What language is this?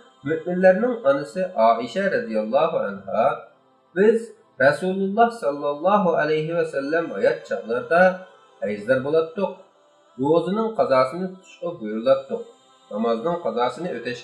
Uyghur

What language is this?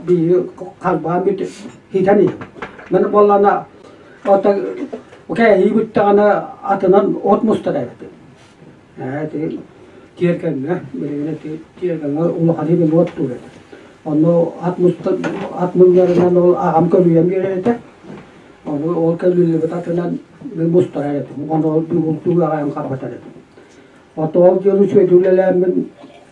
Yakut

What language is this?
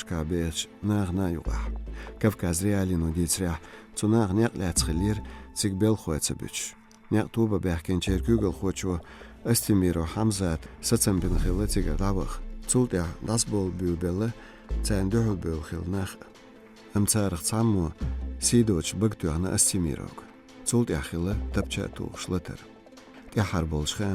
Chechen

